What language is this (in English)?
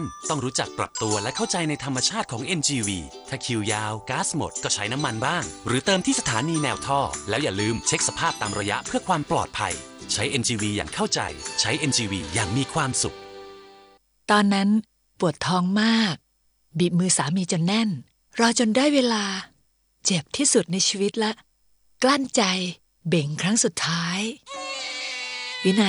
Thai